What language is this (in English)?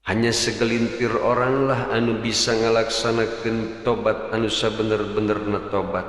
Sundanese